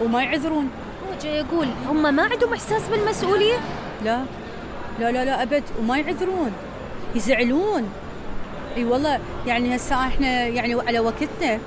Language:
Mesopotamian Arabic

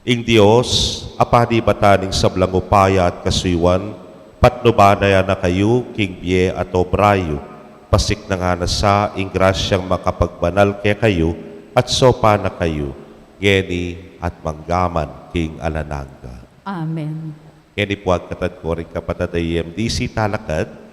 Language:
Pampanga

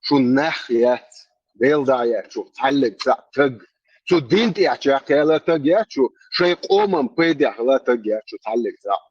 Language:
Chechen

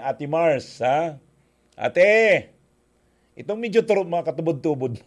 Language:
Bikol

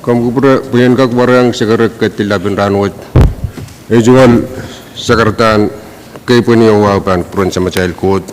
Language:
Pohnpeian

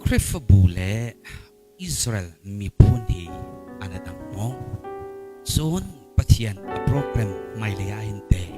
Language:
Hakha Chin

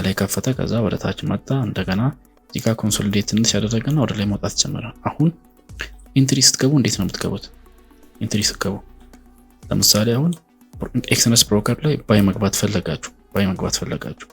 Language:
Amharic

